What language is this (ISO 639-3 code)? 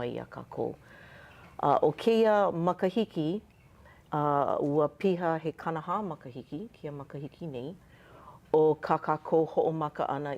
haw